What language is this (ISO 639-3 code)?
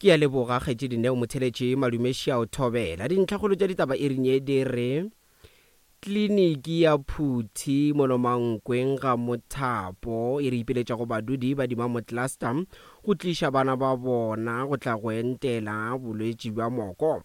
nso